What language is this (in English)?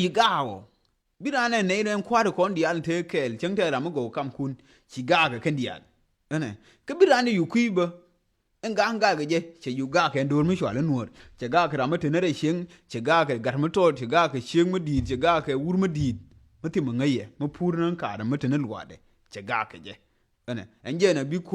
Nuer